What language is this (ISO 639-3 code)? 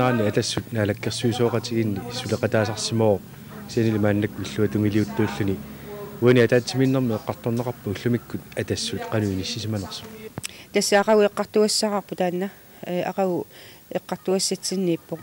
kal